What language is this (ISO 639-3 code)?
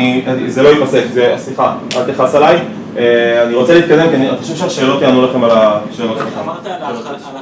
heb